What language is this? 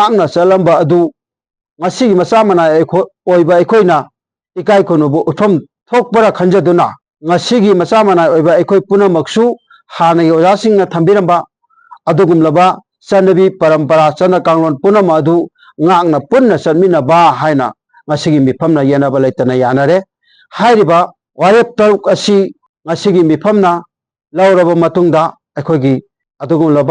Manipuri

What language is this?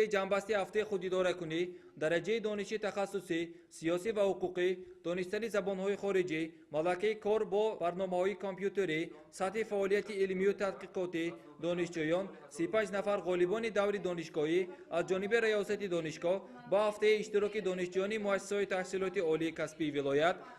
Tajik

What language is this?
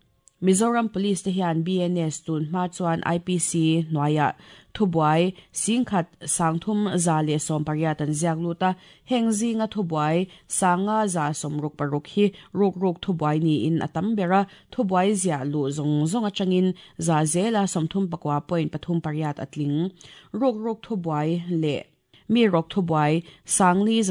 Mizo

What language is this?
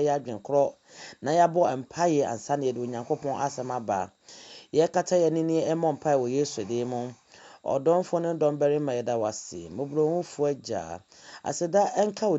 Akan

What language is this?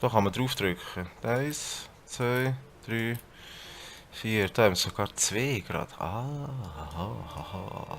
Swiss German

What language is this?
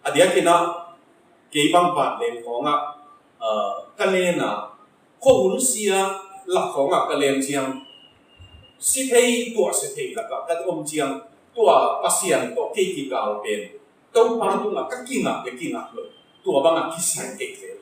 Tedim Chin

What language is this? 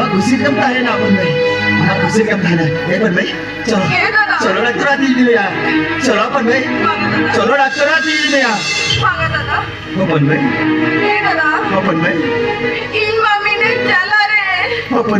Santali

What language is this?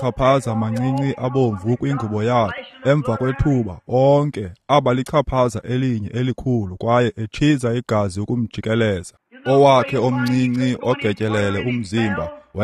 Xhosa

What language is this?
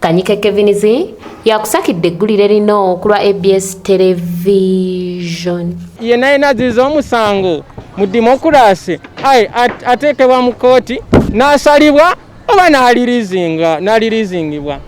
Ganda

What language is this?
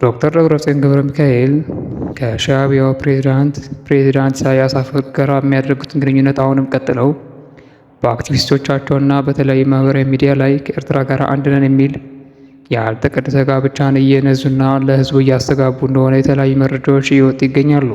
Amharic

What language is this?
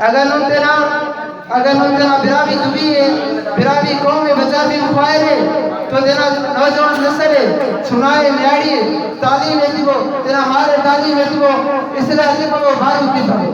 Brahui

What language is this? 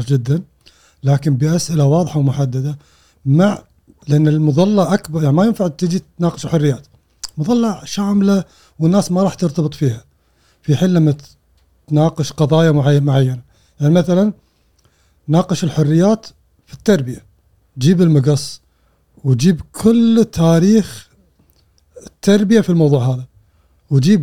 Gulf Arabic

